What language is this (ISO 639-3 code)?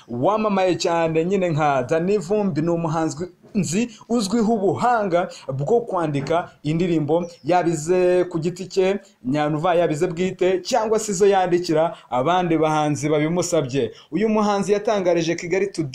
kin